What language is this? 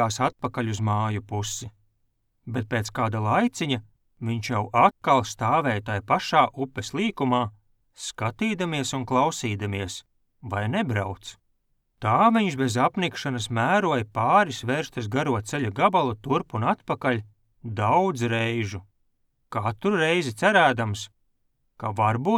Latvian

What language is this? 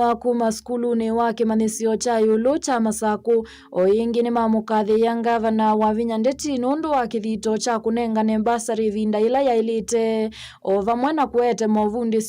Kamba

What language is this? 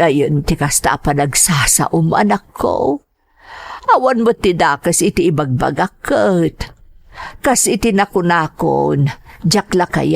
Iloko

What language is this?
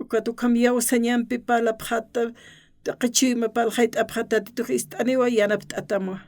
Aymara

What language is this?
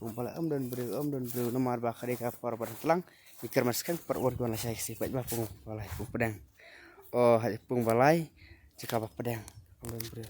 Khasi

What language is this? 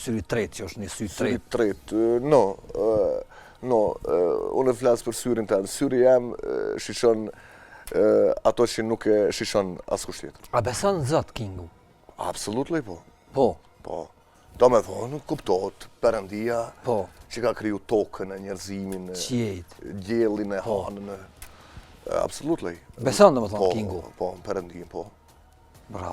Albanian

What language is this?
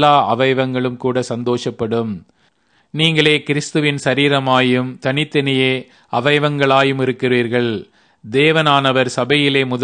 Tamil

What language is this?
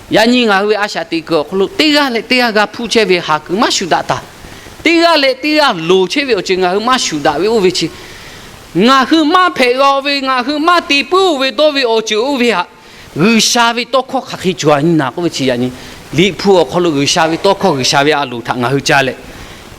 Lahu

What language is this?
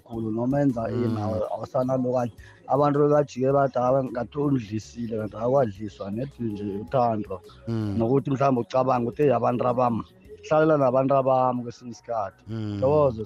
South Ndebele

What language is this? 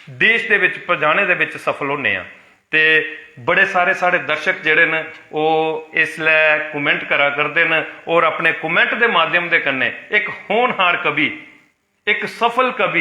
Dogri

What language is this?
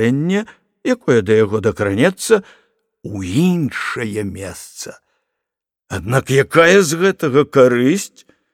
Belarusian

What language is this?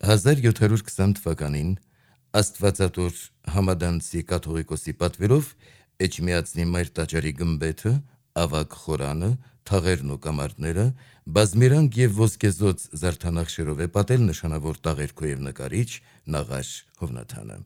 Armenian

